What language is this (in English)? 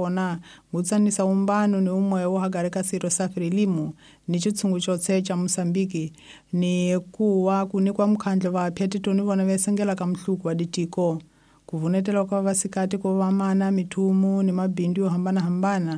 Tsonga